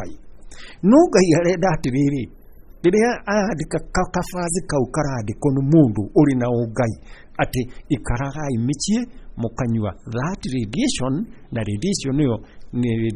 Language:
Kikuyu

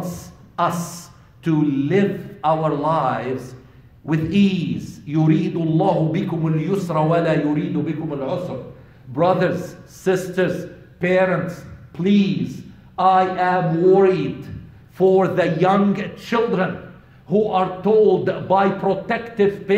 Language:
English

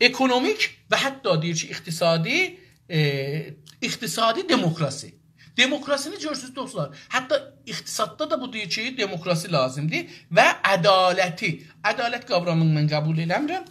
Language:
South Azerbaijani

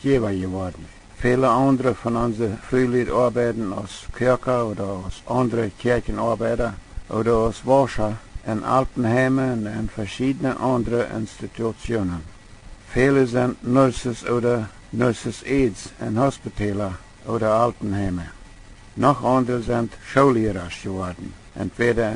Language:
Plautdietsch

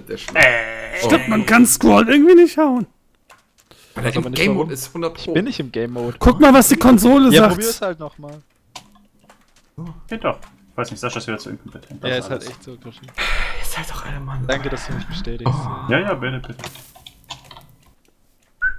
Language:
German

